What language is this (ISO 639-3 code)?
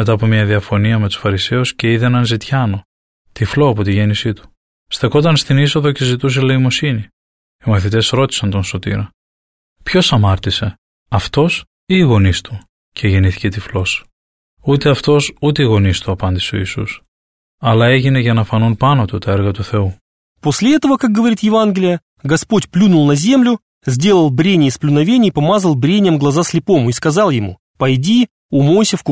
ell